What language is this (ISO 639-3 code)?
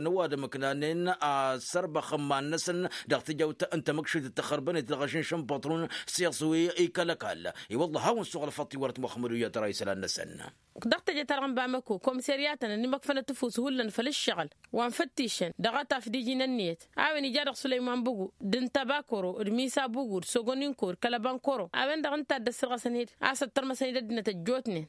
taq